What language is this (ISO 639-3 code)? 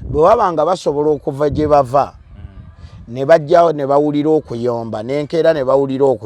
lug